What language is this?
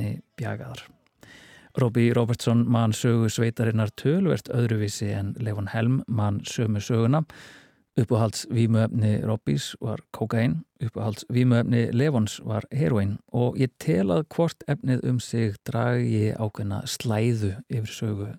Icelandic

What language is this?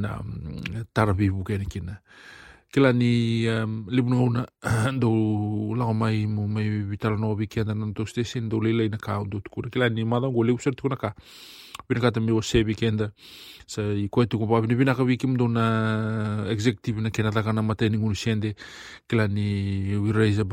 Fijian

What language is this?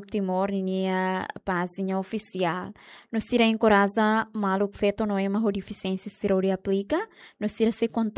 Tetum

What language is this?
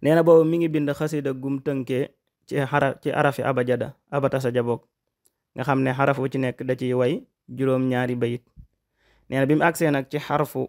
Wolof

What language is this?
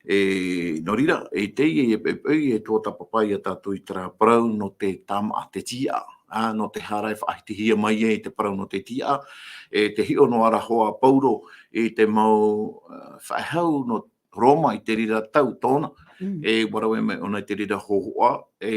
Tahitian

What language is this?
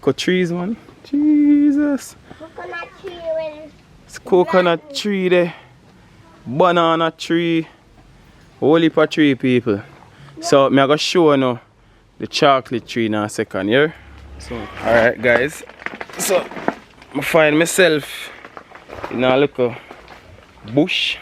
Jamaican Creole English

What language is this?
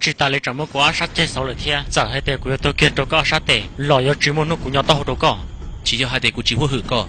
Hmong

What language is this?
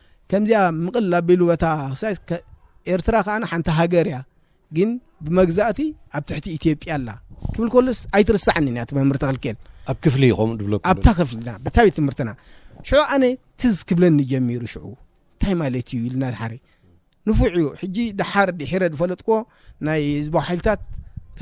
Tigrinya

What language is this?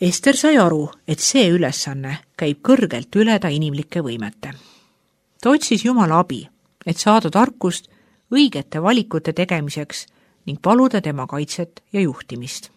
Estonian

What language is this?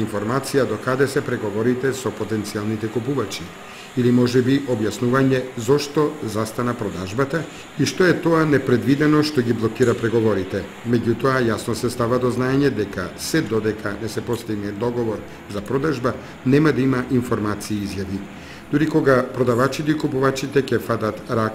Macedonian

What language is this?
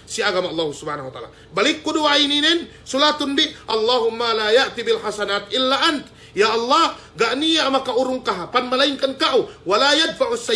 Yakan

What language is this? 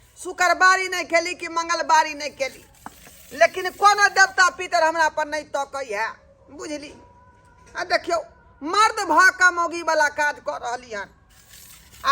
Maithili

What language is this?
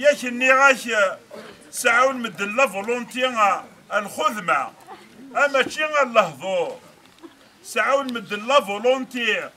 Kabyle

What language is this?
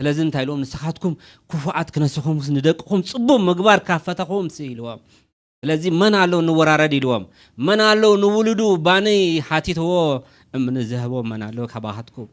Tigrinya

